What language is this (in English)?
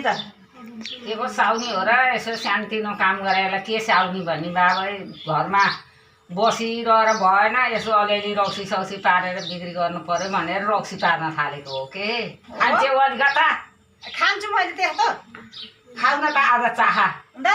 Nepali